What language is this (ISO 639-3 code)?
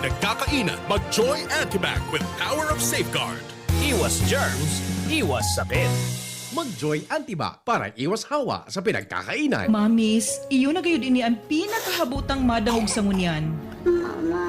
bik